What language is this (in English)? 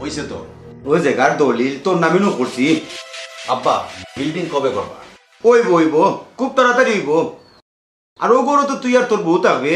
Sylheti